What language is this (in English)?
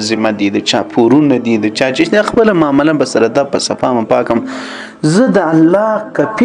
Pashto